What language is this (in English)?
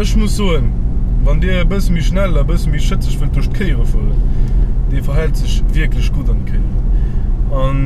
Luxembourgish